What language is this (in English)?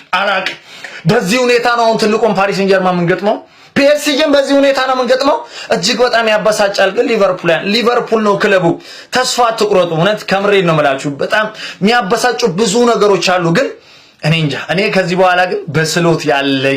Amharic